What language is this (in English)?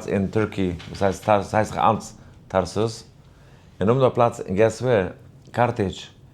Yiddish